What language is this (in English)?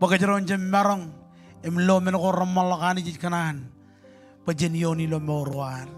Marshallese